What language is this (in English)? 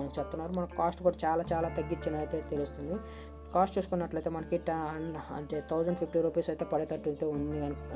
Telugu